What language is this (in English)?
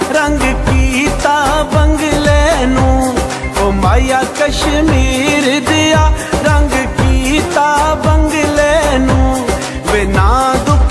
Pahari-Potwari